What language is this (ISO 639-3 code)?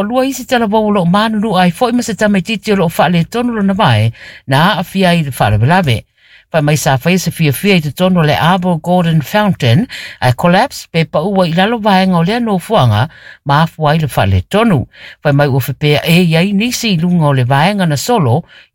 smo